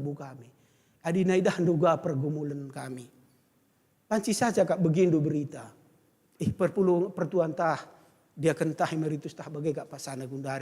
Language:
Batak Karo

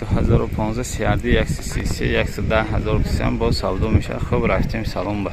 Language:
Tajik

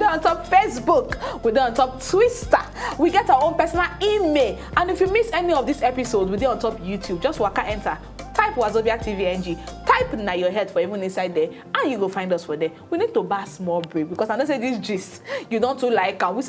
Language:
Nigerian Pidgin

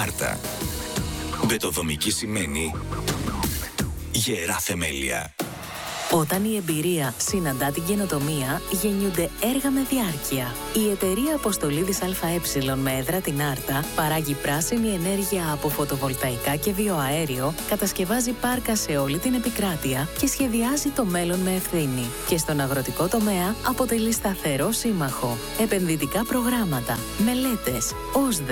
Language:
Greek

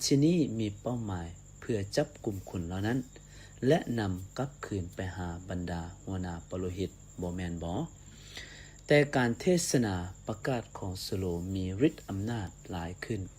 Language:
Lao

